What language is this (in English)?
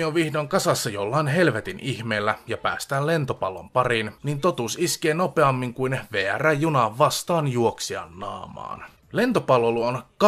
Finnish